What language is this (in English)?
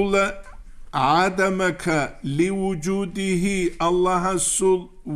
Avaric